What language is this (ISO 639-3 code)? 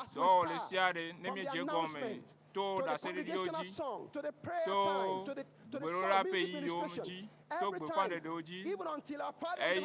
ewe